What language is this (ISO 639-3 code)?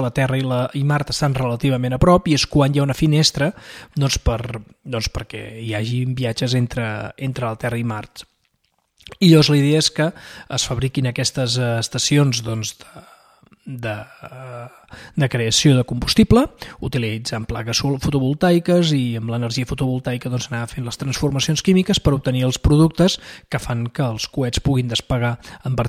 cat